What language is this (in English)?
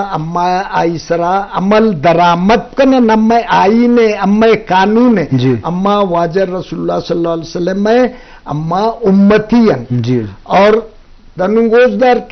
Eastern Balochi